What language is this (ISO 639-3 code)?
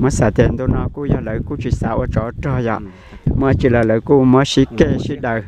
hmn